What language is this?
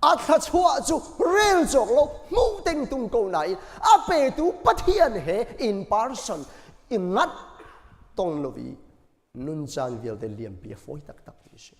Hakha Chin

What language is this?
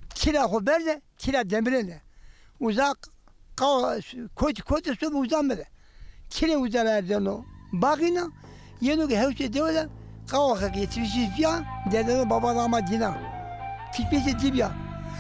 Zaza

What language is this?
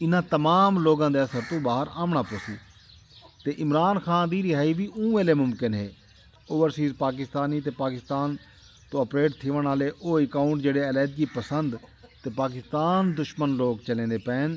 Saraiki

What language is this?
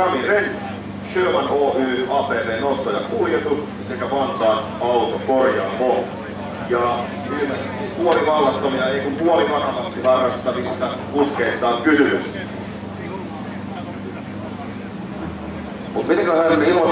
Finnish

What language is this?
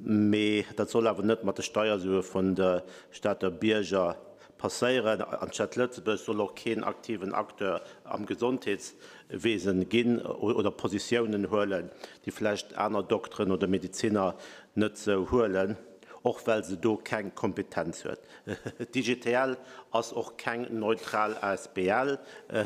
Luxembourgish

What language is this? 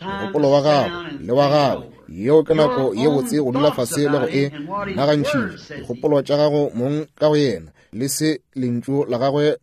Northern Sotho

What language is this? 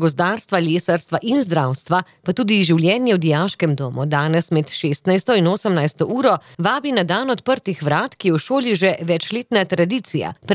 Slovenian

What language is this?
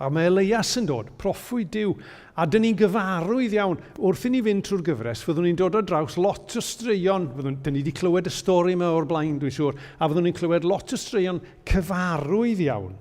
Welsh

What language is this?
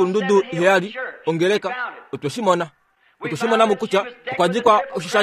Kuanyama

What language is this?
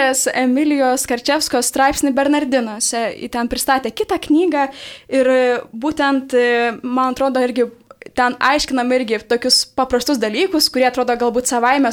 Lithuanian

